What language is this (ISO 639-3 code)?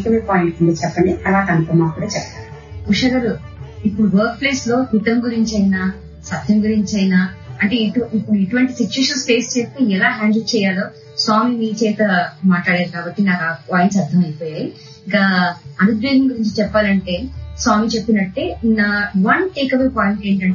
tel